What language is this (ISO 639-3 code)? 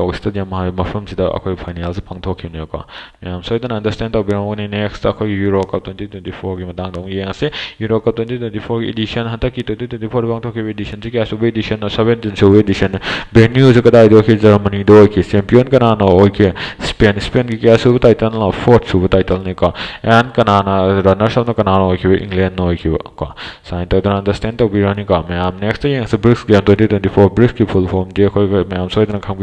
mni